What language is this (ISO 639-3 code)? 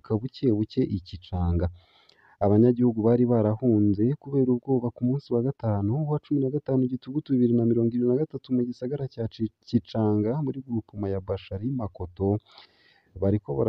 run